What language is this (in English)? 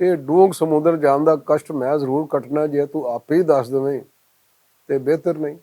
Western Panjabi